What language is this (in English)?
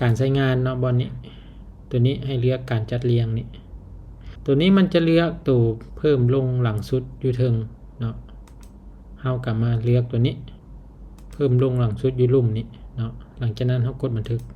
Lao